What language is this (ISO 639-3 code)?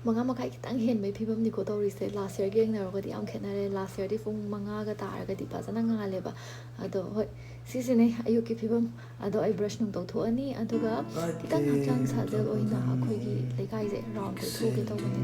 mni